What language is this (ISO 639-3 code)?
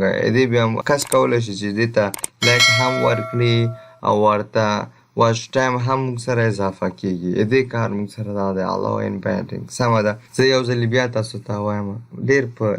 pus